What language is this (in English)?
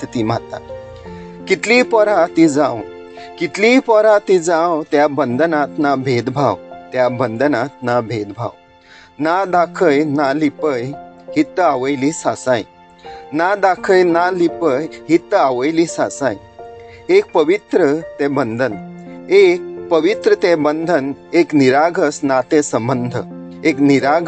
Konkani